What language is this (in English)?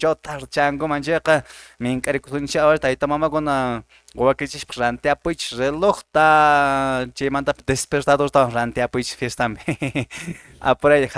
Quechua